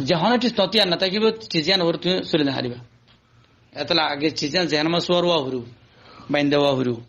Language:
Rohingya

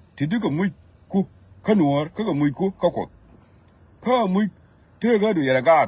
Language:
Nuer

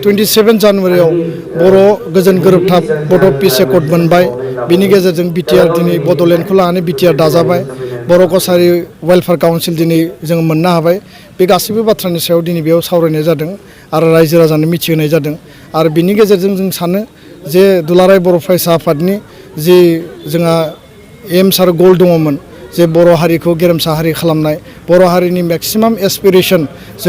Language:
Bodo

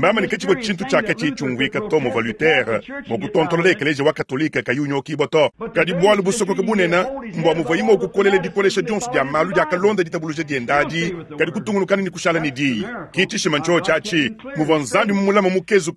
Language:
Luba-Lulua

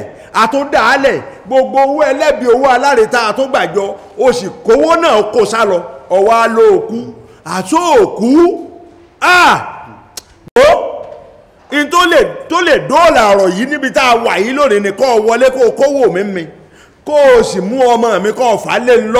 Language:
Yoruba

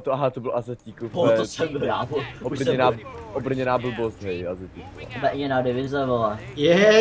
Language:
Czech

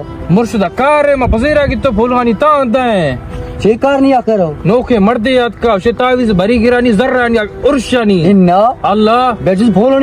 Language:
Baluchi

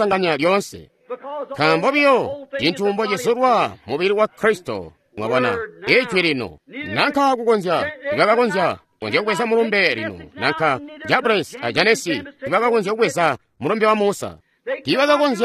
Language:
Tonga (Zambia)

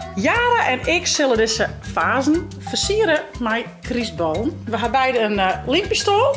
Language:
Western Frisian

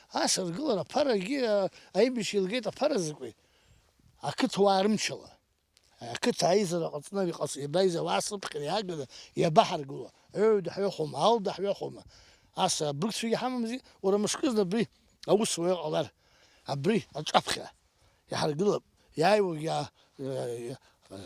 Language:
Abkhazian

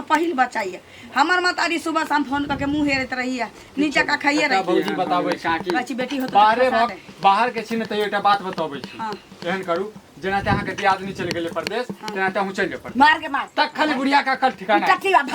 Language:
Maithili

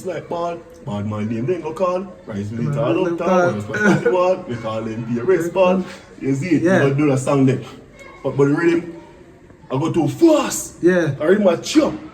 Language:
Jamaican Creole English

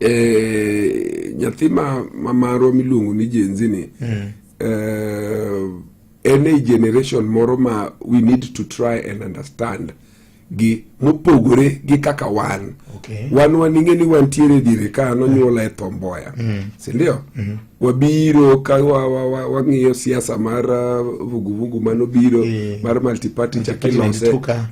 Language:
Luo (Kenya and Tanzania)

